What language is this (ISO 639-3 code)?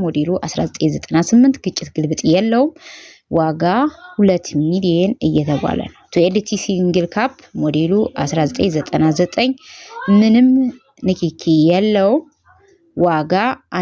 amh